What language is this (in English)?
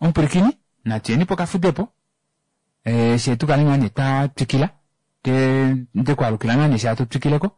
Kuanyama